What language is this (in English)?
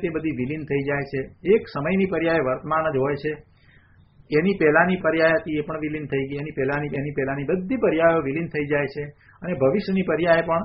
Gujarati